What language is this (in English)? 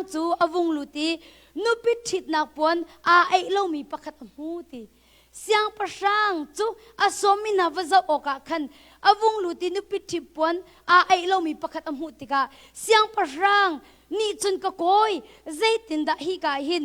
Hakha Chin